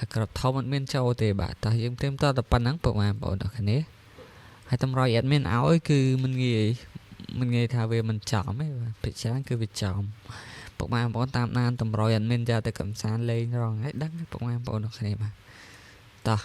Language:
Khmer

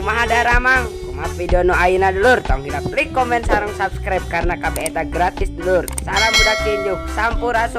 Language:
Sundanese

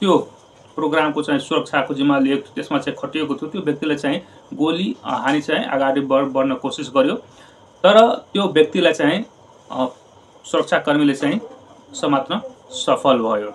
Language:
Nepali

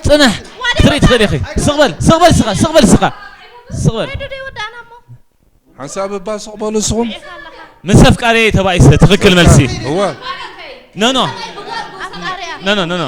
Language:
Tigrinya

